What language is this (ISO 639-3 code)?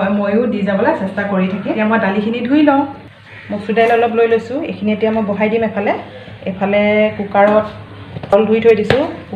asm